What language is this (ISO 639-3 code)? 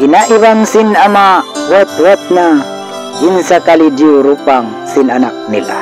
tsg